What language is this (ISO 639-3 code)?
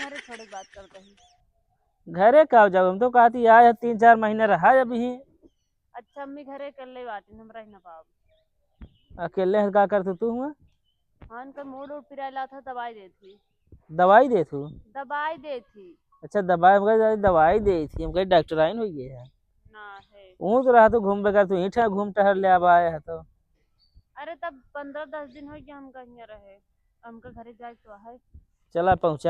awa